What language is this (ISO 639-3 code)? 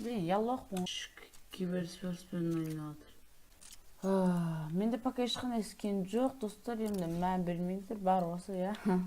kaz